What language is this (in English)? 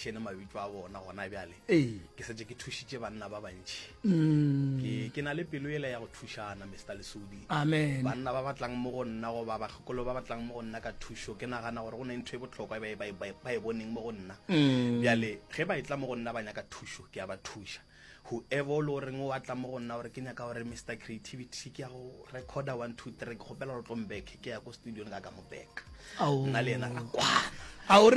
Northern Sotho